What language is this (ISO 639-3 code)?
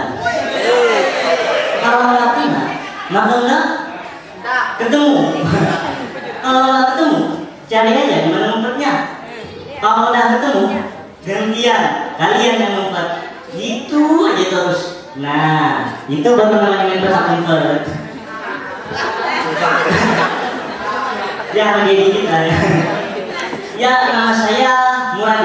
ind